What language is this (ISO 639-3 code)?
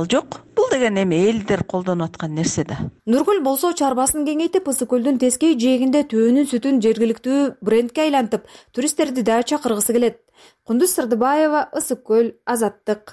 kir